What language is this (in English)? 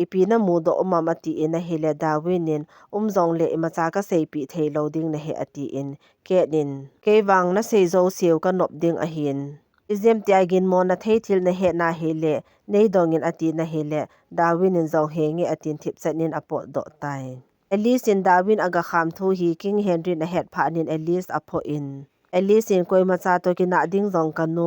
Thado Chin